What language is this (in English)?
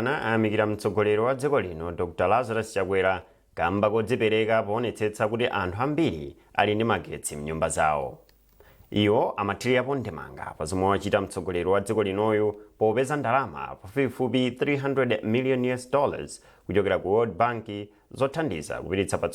Nyanja